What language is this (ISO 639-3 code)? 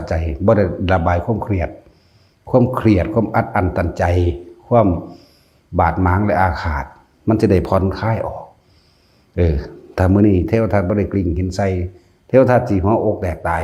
tts